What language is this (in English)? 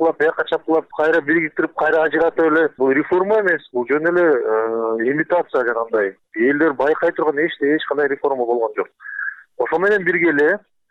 Kyrgyz